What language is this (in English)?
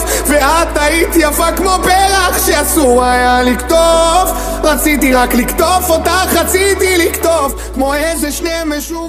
Hebrew